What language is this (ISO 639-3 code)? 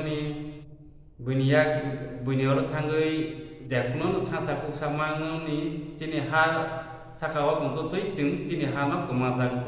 trp